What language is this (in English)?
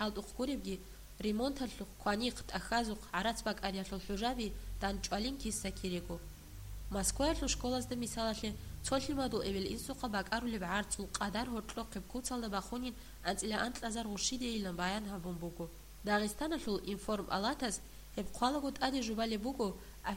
Avaric